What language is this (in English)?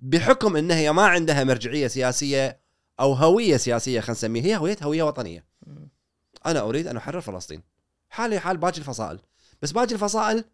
Gulf Arabic